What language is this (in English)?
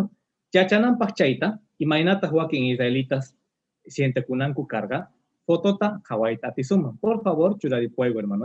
Quechua